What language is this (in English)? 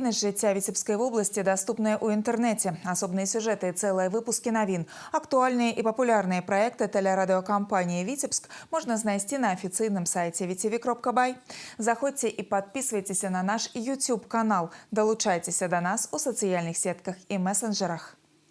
Belarusian